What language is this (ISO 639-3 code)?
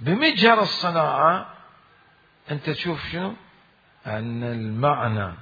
acm